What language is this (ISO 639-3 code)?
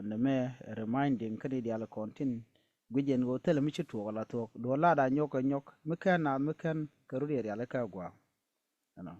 nus